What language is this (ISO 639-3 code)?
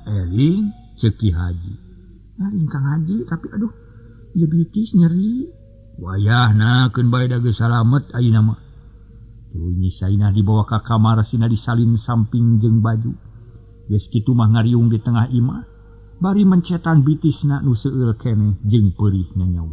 sun